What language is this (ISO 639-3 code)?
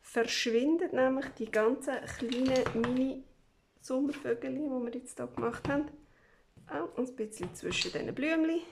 gsw